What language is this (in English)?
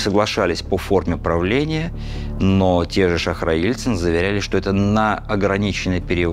Russian